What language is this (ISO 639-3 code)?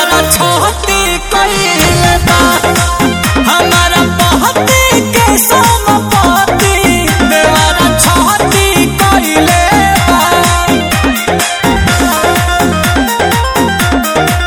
bho